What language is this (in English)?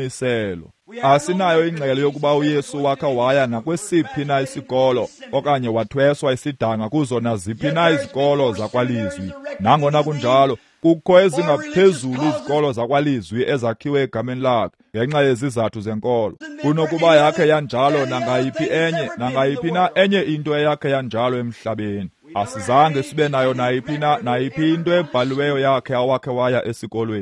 Xhosa